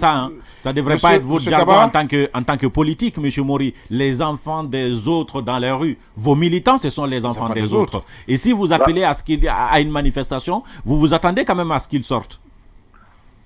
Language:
French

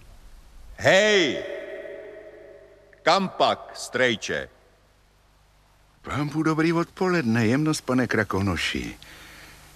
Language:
Czech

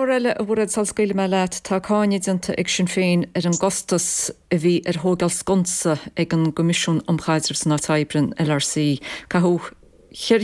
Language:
Irish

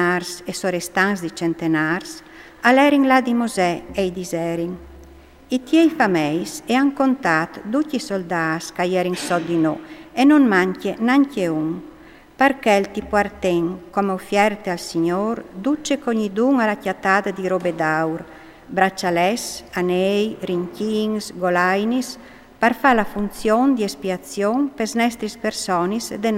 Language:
Friulian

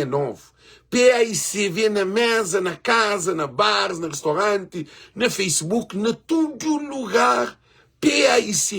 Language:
Kabuverdianu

